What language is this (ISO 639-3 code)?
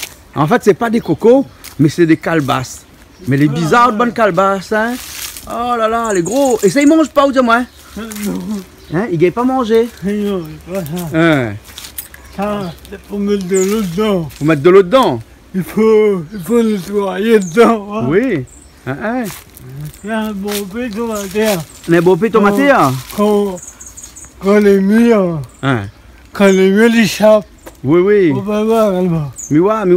rcf